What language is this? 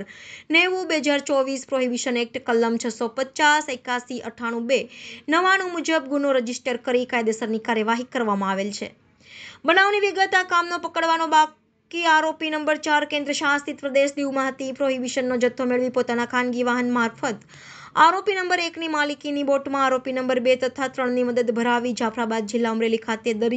Gujarati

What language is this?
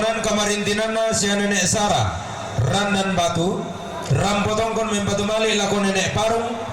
Toraja-Sa'dan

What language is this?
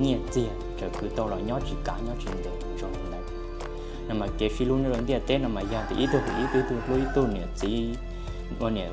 Hmong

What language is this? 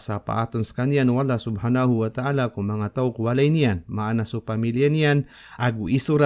Maranao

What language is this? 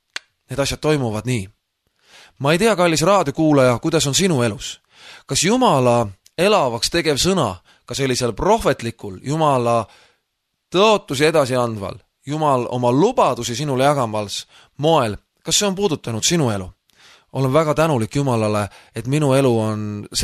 Estonian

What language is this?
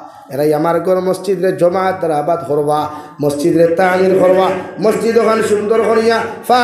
Sylheti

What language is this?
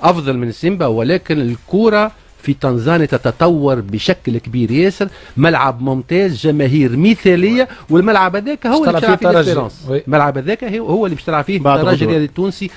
Egyptian Arabic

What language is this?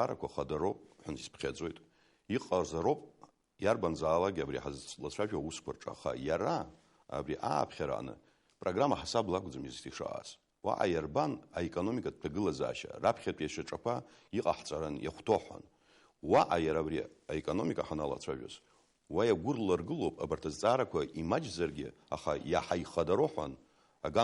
Abkhazian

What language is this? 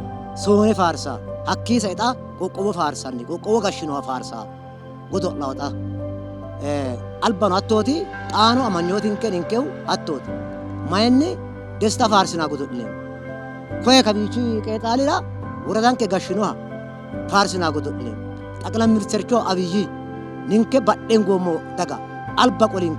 Sidamo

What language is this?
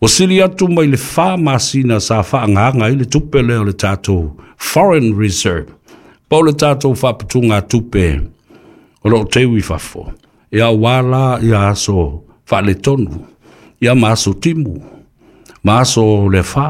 Samoan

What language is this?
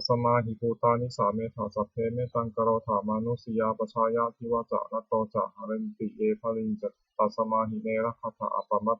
Pali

